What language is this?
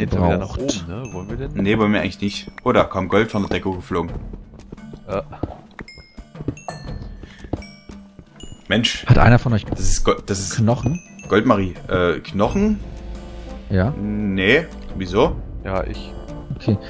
German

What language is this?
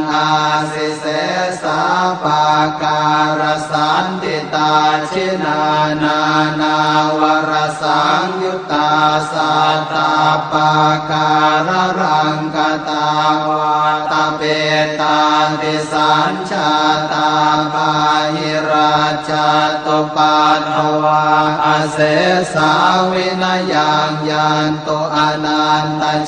Pali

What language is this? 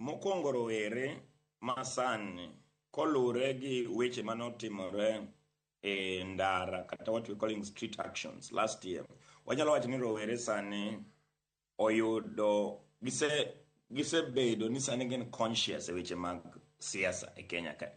Luo (Kenya and Tanzania)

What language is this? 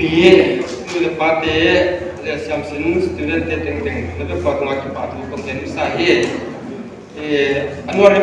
Paite Chin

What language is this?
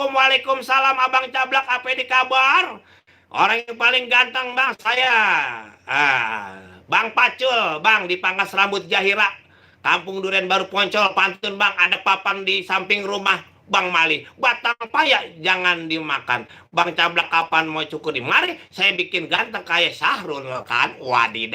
Betawi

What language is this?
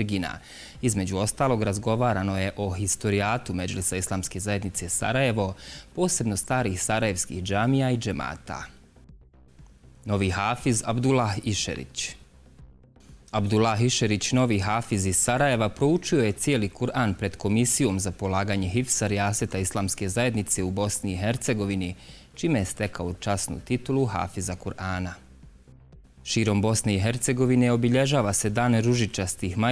Bosnian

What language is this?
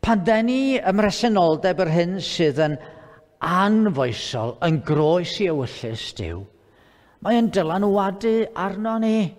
Welsh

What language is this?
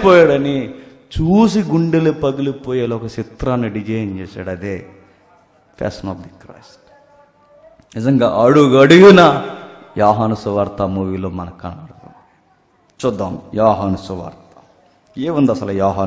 Telugu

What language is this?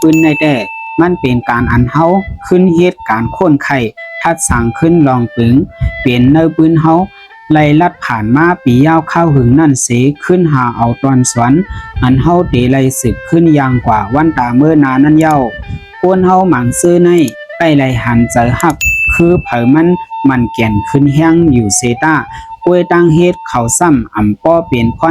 Shan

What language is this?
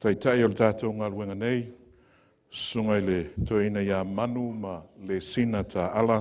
Samoan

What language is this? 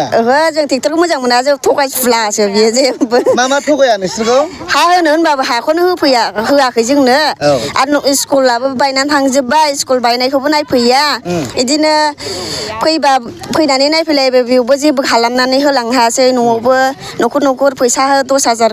Bodo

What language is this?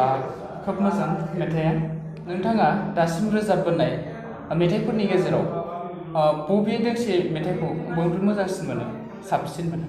Bodo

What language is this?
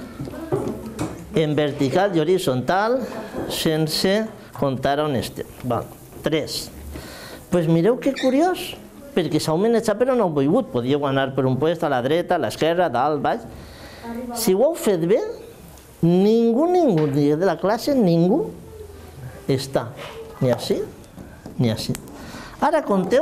Catalan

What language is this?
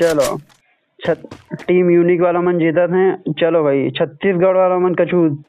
Chhattisgarhi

